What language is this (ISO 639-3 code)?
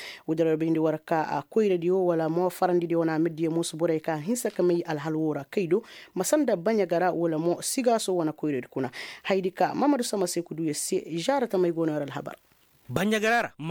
ses